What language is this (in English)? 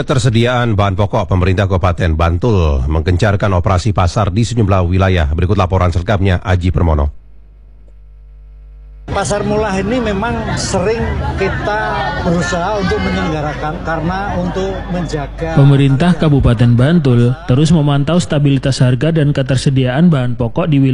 Indonesian